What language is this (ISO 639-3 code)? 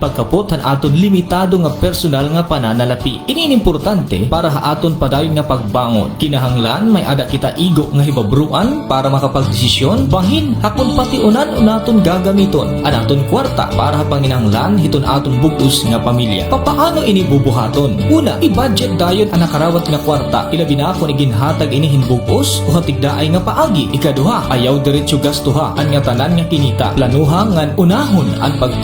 war